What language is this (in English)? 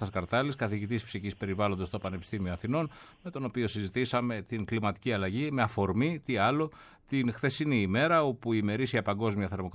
Greek